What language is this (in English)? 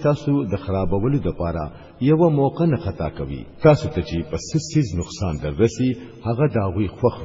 Pashto